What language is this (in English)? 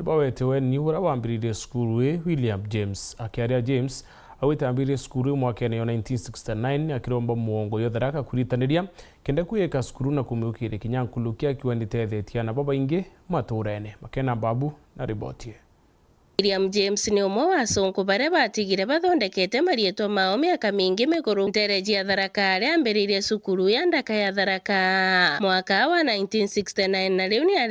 Meru